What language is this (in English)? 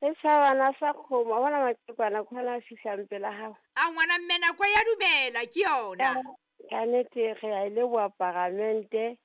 Southern Sotho